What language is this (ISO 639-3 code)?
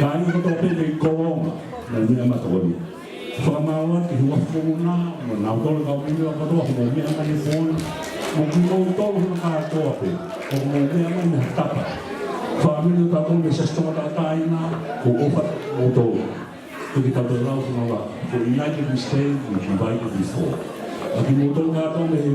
ton